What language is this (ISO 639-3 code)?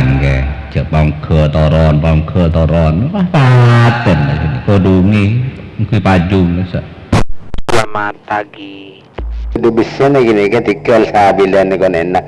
mad